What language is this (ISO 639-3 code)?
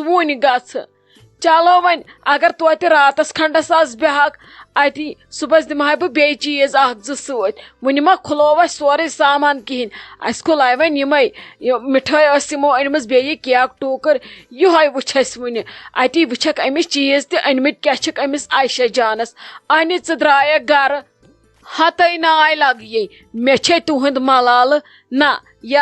kas